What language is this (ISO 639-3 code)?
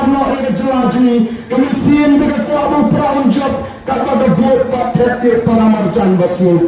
kha